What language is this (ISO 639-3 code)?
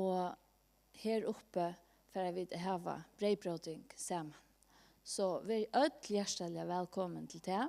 fao